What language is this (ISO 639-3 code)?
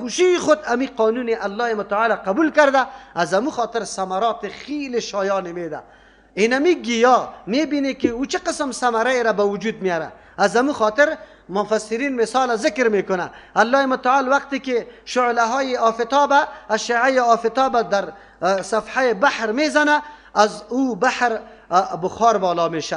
fas